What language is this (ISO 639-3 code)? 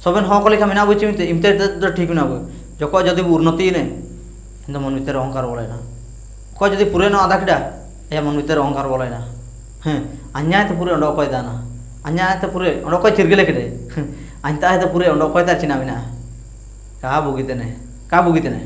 hoc